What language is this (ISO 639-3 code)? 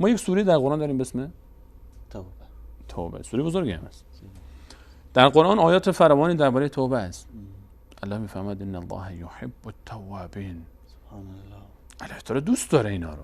fas